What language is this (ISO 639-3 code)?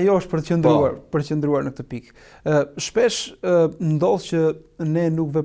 sqi